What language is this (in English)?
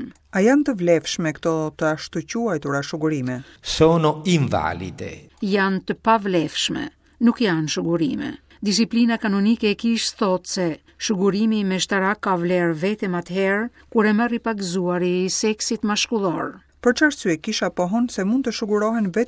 Albanian